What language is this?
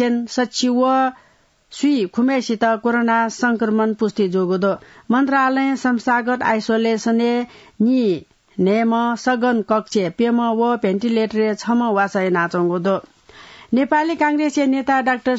Newari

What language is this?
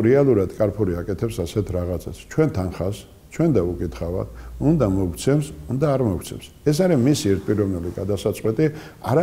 Georgian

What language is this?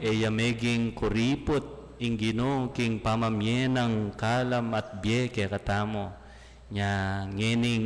Pampanga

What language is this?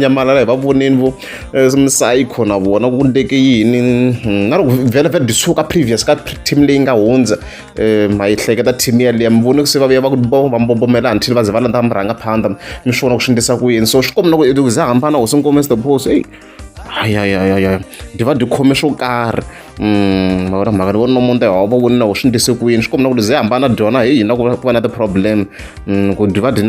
Tsonga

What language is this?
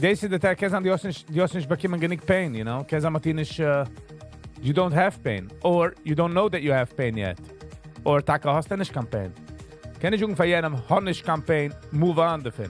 Yiddish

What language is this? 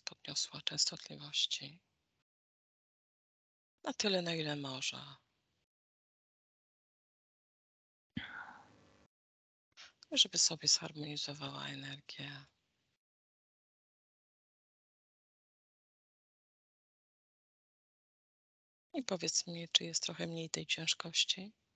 Polish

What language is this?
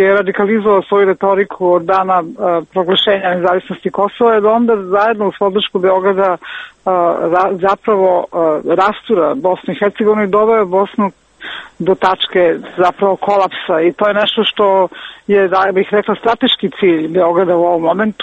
Serbian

